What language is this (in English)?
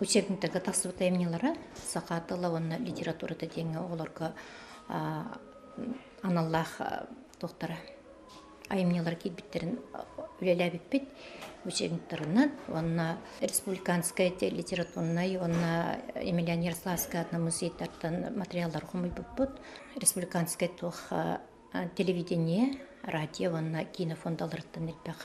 Yakut